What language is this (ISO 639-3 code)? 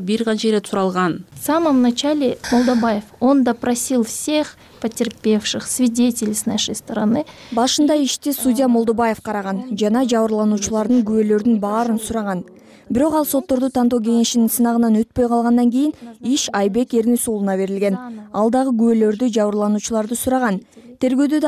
kir